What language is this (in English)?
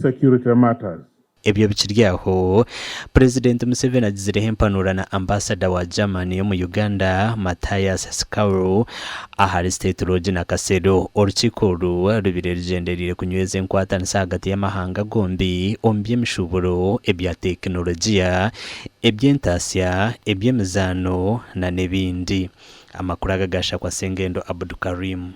Nyankole